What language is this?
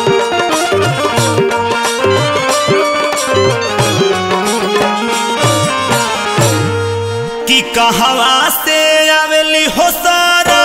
Bhojpuri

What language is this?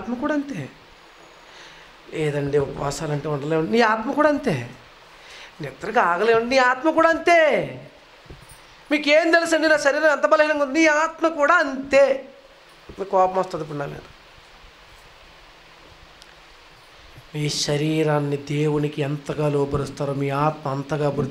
Telugu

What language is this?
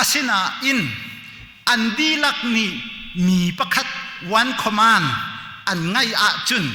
Hakha Chin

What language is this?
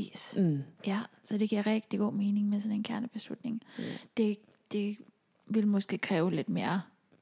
Danish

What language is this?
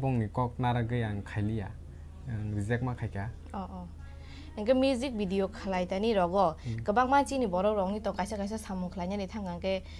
Kok Borok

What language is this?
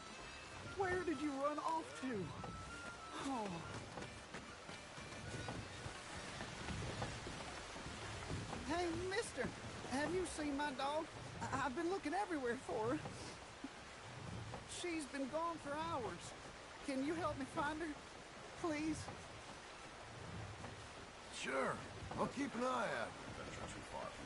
English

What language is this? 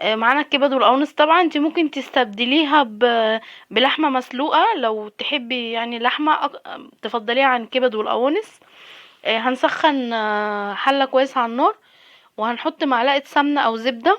Egyptian Arabic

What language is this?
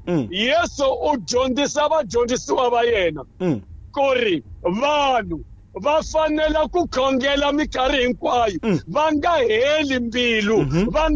Tsonga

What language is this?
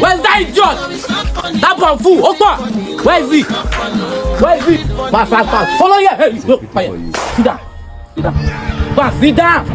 Nigerian Pidgin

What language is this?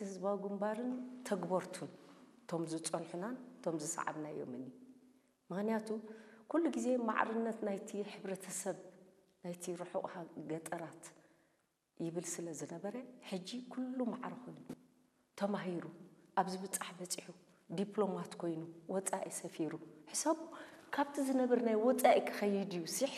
Tigrinya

